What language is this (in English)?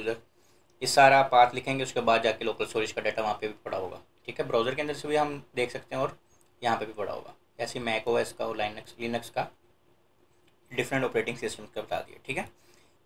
Hindi